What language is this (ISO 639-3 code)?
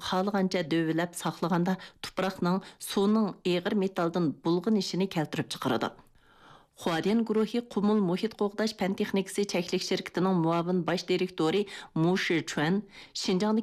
uig